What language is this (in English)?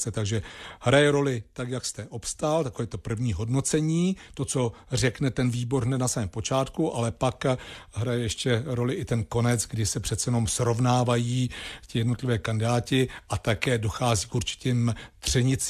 Czech